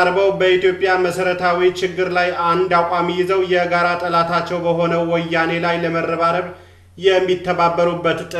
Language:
Amharic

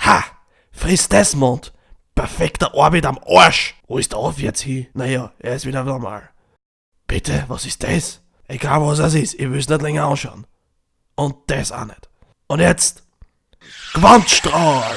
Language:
Bavarian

